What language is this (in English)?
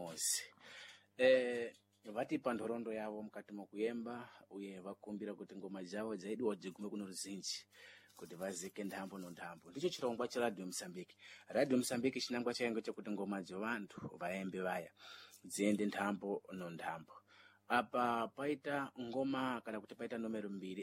Sena